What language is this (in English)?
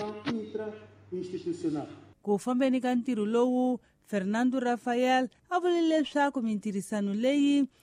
Tsonga